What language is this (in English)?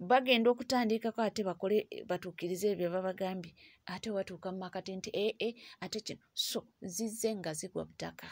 Ganda